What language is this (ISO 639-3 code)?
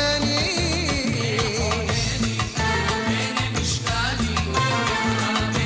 heb